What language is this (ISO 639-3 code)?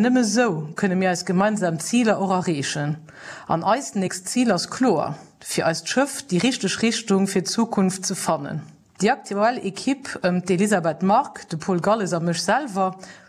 ltz